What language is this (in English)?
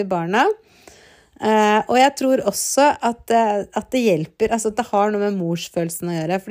Norwegian